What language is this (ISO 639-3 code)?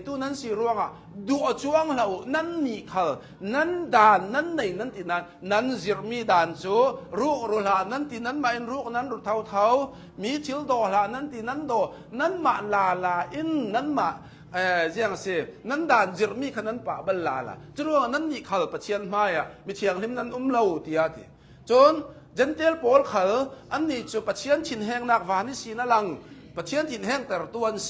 cnh